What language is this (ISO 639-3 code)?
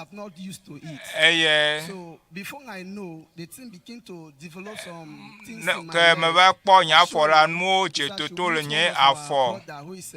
ewe